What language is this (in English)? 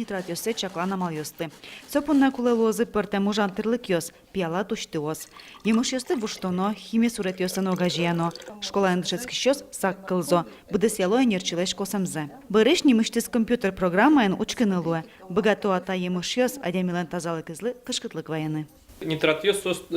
Udmurt